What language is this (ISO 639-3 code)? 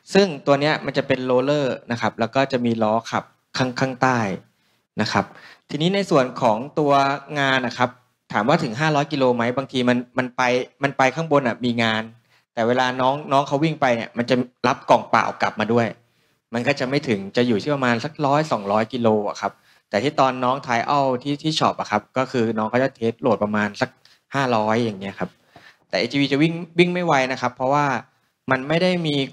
tha